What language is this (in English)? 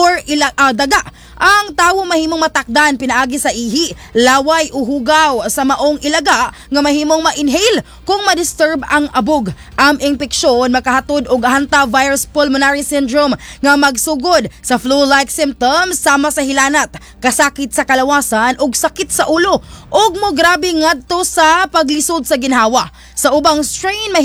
Cebuano